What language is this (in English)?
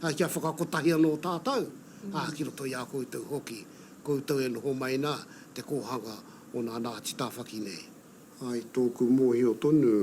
Māori